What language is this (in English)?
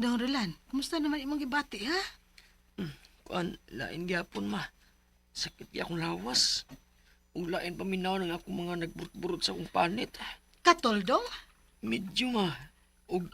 Cebuano